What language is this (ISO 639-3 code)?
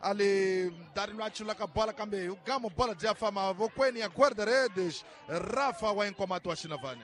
tso